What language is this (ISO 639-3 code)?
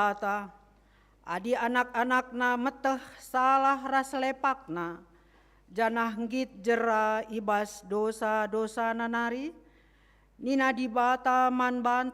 btx